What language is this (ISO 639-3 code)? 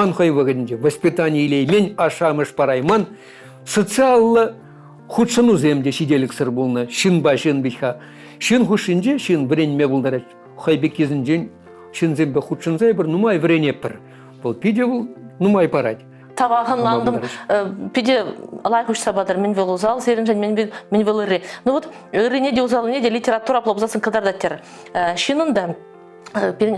chv